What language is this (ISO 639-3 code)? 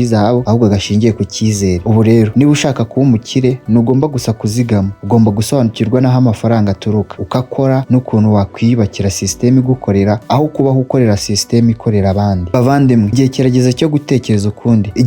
kin